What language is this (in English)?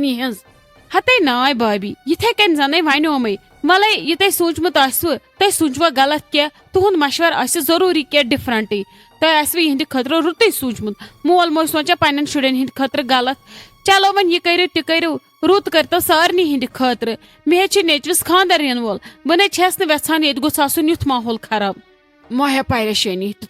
Kashmiri